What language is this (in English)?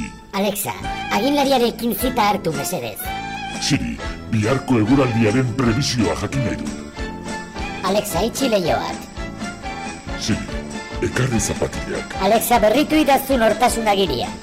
Basque